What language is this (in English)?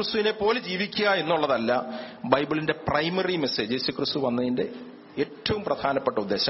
Malayalam